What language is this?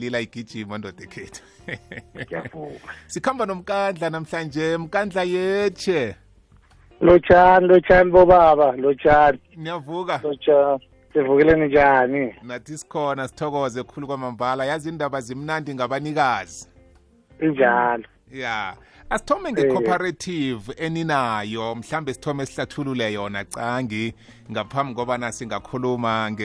South Ndebele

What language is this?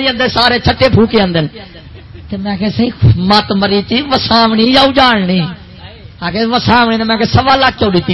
Saraiki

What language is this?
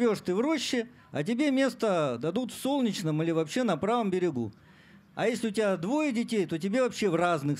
Russian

